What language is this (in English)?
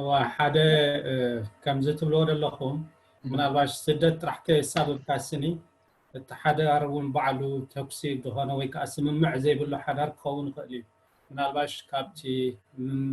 Tigrinya